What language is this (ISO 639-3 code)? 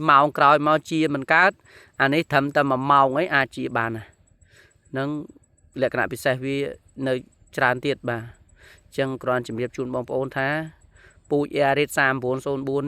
khm